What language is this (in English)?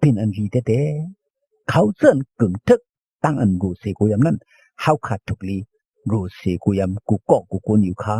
Shan